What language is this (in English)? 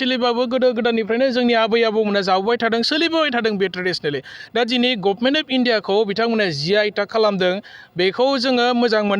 Bodo